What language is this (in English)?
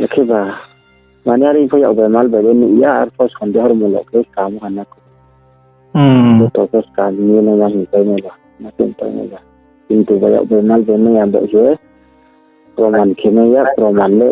Riang (India)